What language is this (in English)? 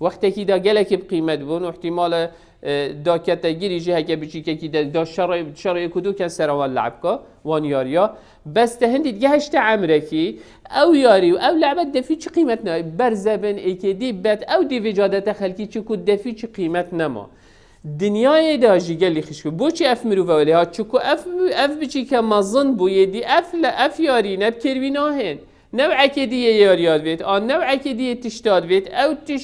Kurdish